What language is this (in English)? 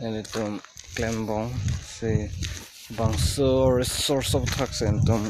Karbi